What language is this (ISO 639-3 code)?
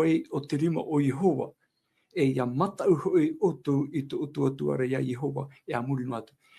tah